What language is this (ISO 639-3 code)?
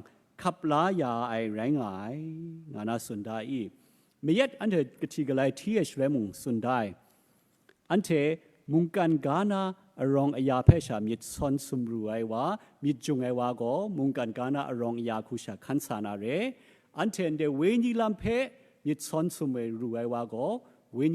kac